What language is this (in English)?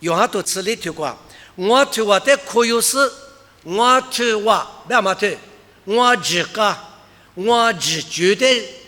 Lisu